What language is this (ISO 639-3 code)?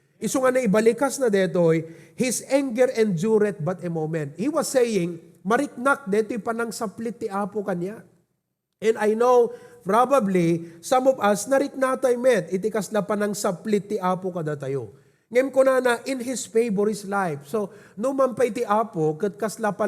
ilo